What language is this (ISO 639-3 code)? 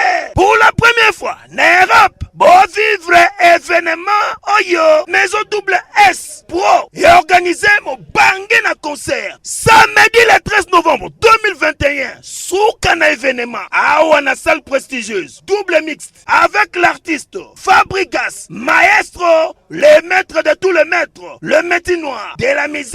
lin